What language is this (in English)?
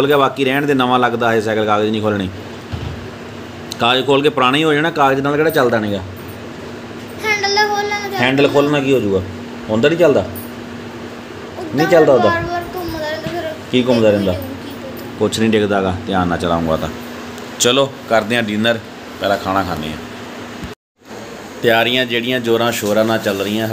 Punjabi